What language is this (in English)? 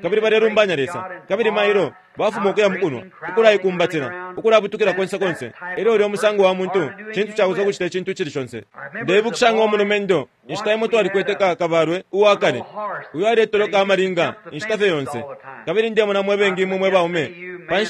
Bemba